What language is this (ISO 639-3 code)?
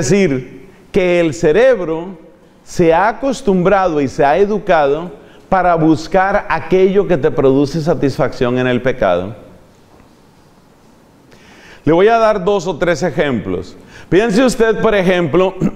spa